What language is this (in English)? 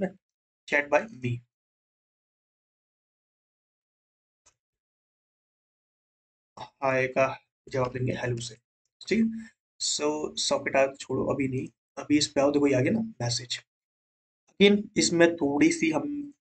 Hindi